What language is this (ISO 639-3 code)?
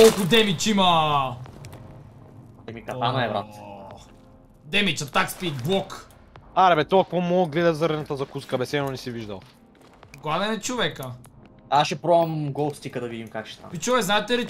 bul